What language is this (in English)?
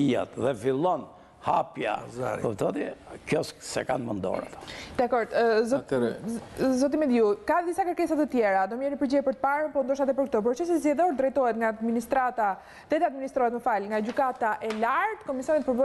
Albanian